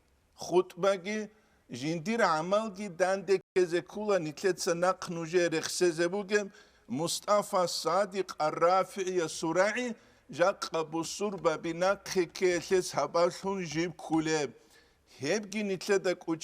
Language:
Avaric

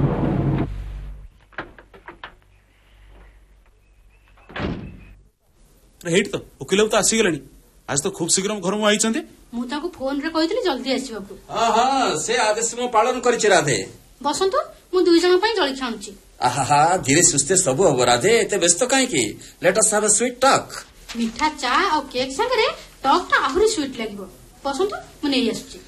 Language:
Odia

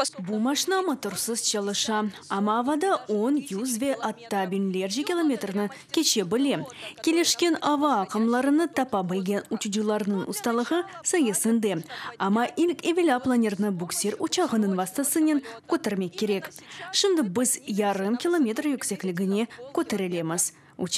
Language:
Crimean Tatar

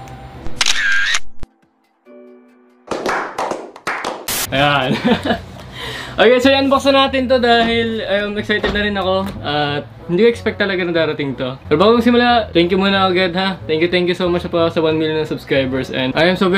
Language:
Filipino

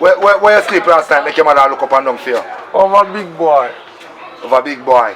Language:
Jamaican Creole English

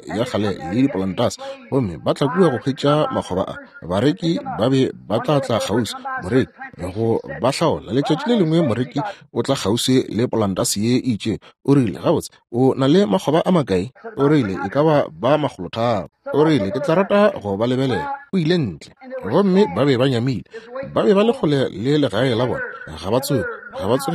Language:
Northern Sotho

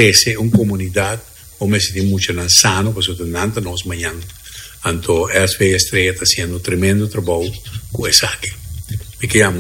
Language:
Papiamento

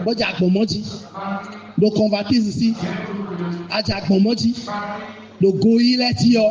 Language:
Fon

